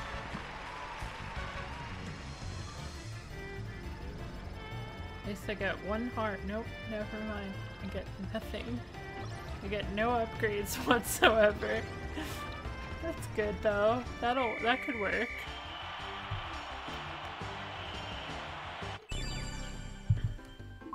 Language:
English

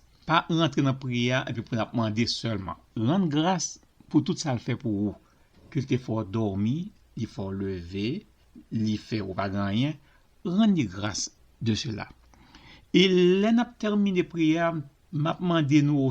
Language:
Haitian Creole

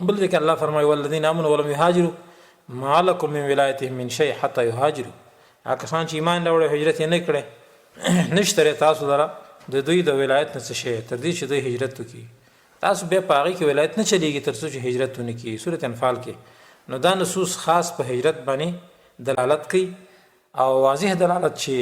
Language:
Pashto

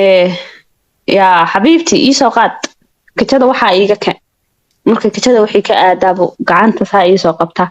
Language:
Somali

